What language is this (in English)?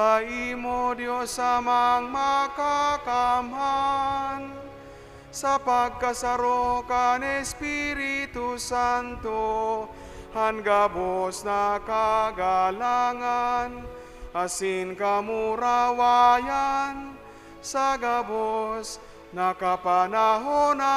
Bikol